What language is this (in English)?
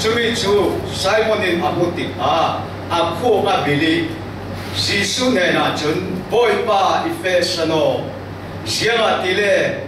Falam Chin